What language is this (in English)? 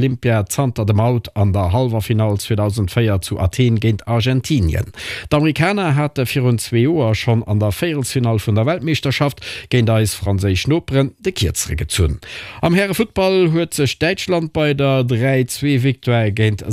Luxembourgish